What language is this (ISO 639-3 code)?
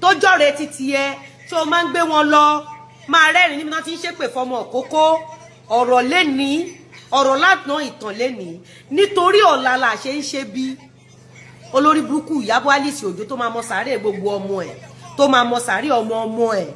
yor